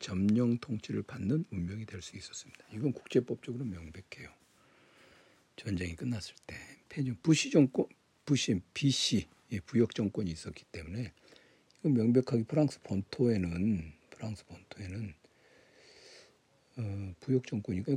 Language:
Korean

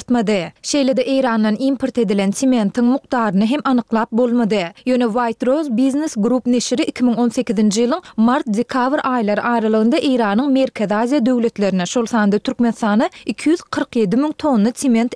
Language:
Turkmen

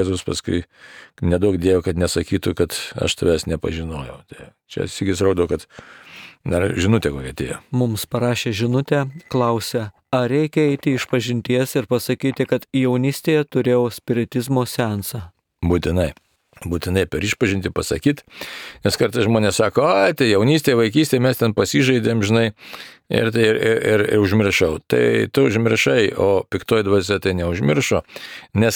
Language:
Lithuanian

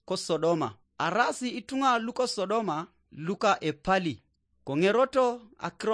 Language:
Teso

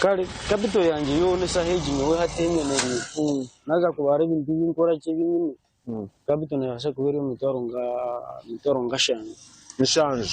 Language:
Nyankole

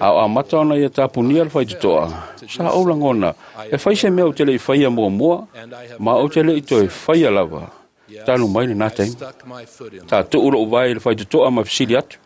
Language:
Samoan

